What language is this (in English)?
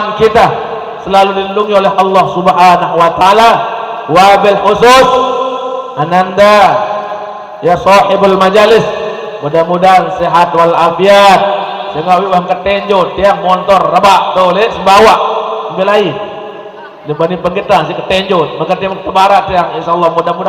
Sasak